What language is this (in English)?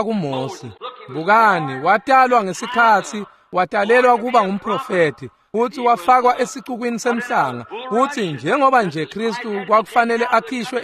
Swati